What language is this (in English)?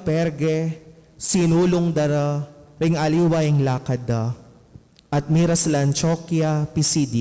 Pampanga